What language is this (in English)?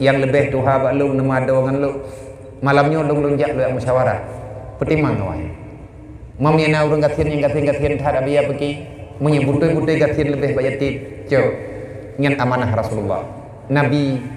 Achinese